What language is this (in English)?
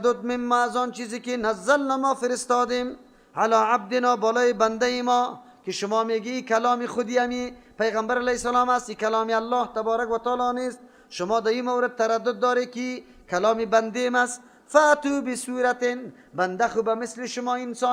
Persian